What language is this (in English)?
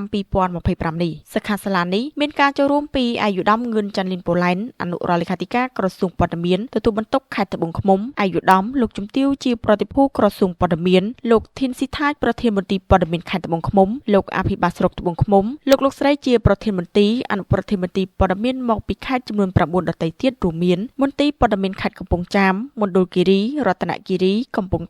Khmer